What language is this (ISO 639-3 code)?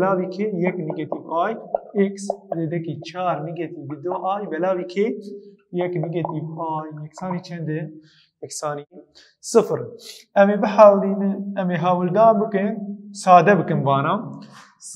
kur